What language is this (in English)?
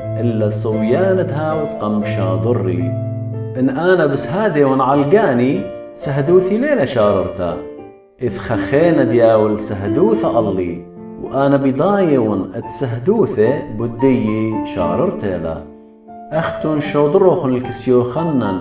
Assyrian Neo-Aramaic